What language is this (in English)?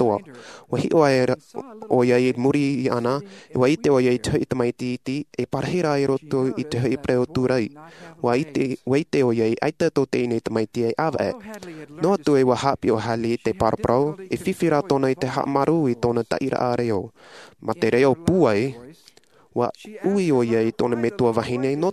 Tahitian